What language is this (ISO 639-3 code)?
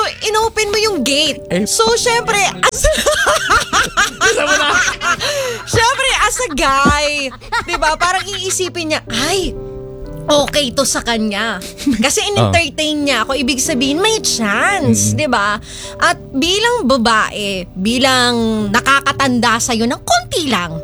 fil